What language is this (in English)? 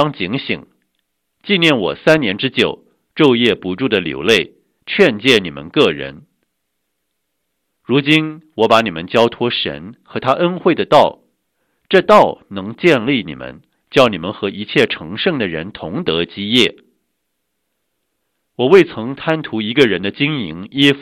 Chinese